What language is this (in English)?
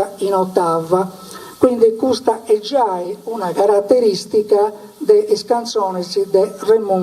Sardinian